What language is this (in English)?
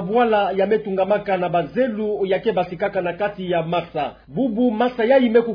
Kituba (Democratic Republic of Congo)